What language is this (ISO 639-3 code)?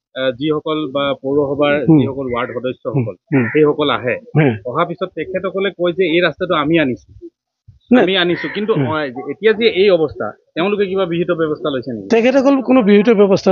asm